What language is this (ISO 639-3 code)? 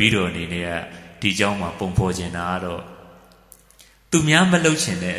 mya